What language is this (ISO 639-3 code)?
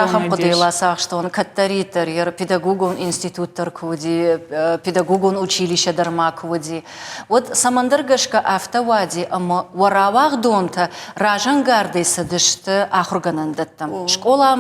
oss